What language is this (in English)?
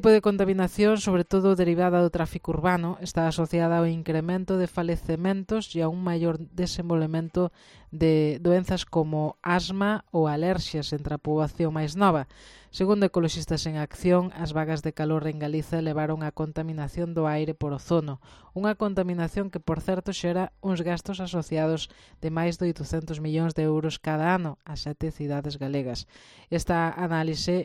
Galician